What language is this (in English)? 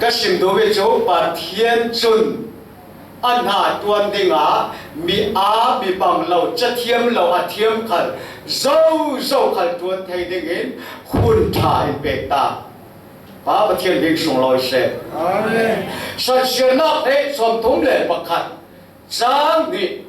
Falam Chin